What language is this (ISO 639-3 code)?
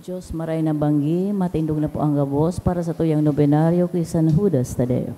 bik